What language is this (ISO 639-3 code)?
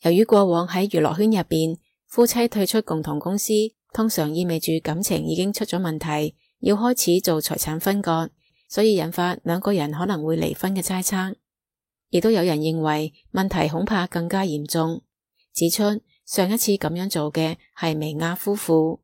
yue